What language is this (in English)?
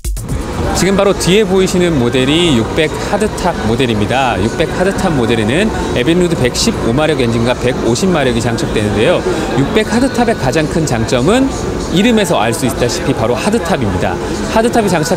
Korean